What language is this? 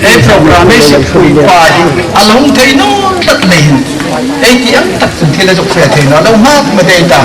Hmar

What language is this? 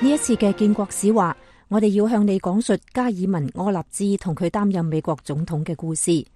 Cantonese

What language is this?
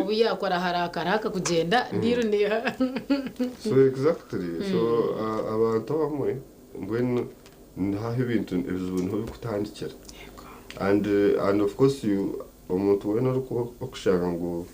Nyankole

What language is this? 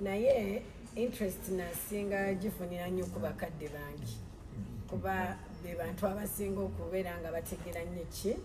Ganda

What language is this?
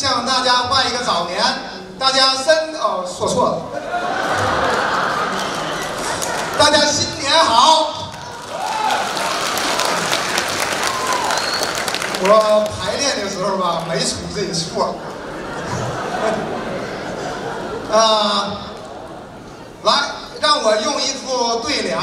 Chinese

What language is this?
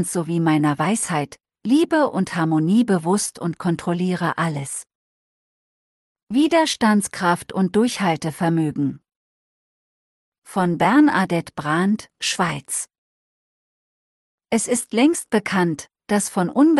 German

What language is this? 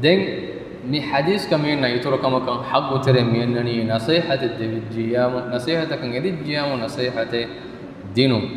Divehi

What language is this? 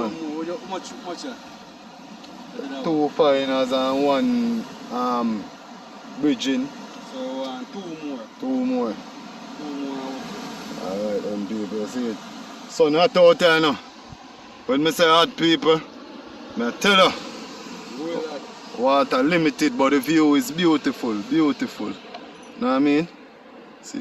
Jamaican Creole English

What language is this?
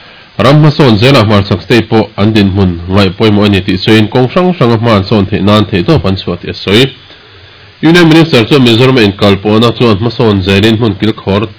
Mizo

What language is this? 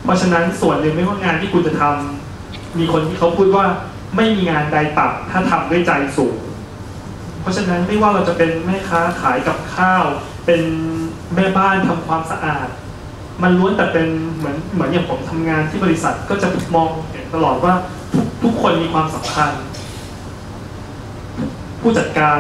Thai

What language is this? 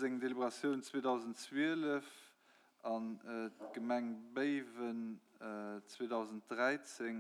Luxembourgish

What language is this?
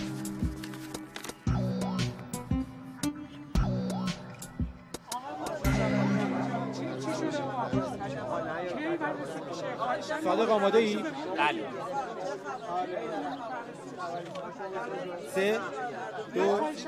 Persian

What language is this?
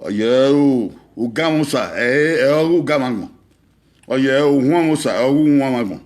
Bini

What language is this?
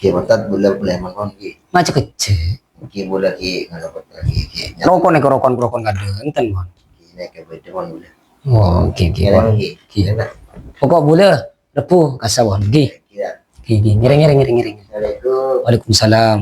Madurese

